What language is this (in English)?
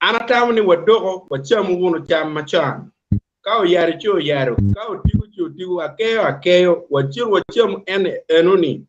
Acoli